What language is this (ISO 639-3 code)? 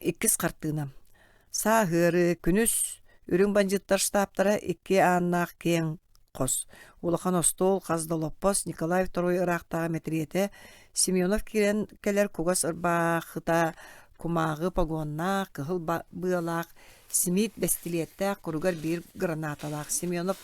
sah